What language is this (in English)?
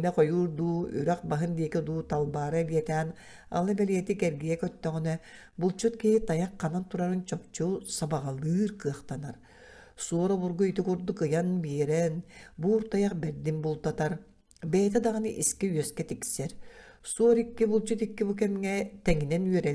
Yakut